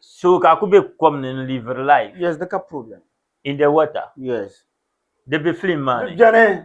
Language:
Dagbani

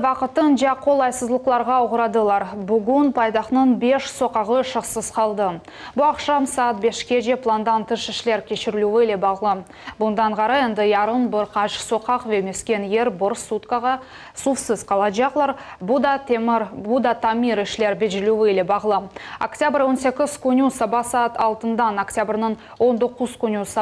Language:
Crimean Tatar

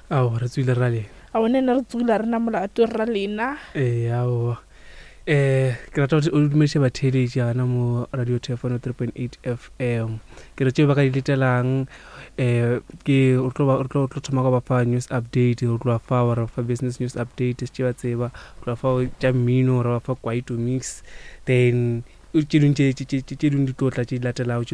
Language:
Northern Sotho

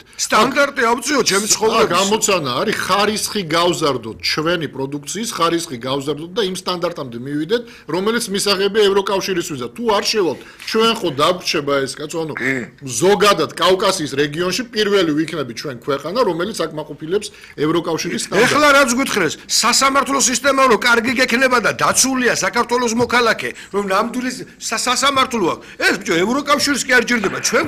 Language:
Georgian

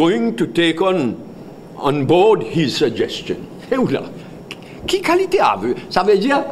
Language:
Morisyen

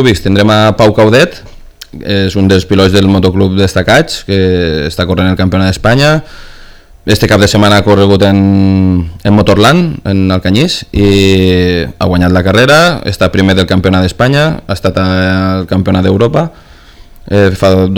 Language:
Catalan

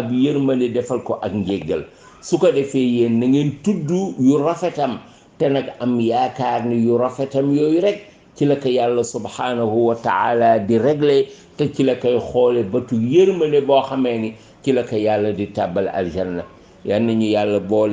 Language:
Wolof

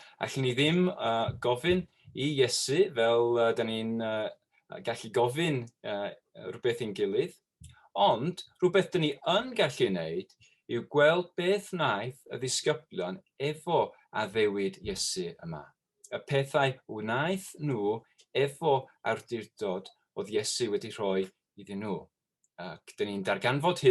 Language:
Welsh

